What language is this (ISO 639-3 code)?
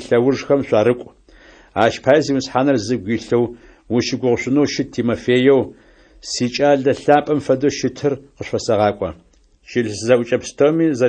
ady